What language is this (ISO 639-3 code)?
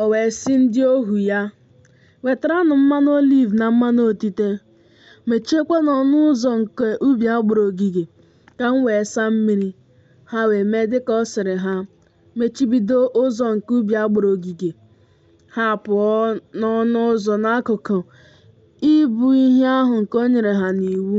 ibo